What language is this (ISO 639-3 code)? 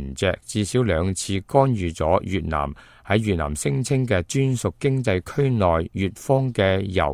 yue